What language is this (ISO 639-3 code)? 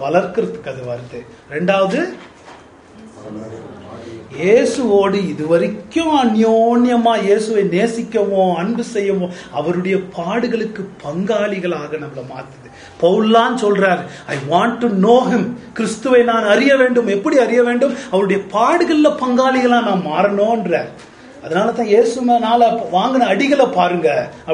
tam